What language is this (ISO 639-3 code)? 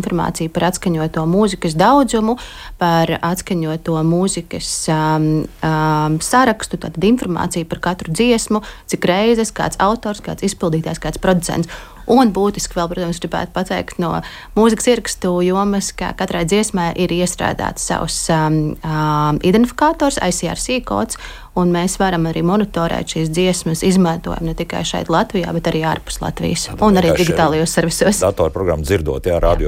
lav